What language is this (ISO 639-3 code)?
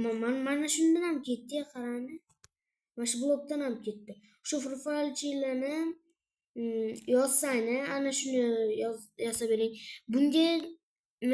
uzb